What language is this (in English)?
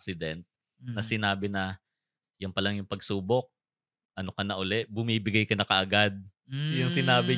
Filipino